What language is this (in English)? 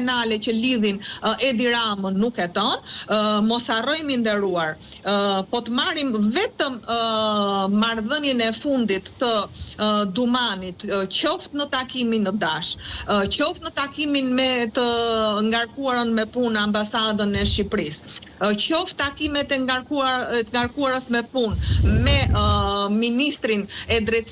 Albanian